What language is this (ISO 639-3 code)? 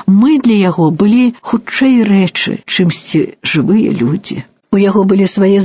bel